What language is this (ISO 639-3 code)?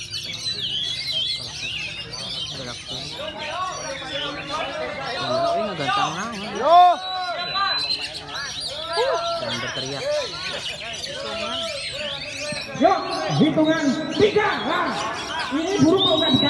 ind